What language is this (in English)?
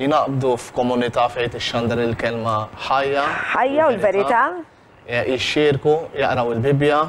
Maltese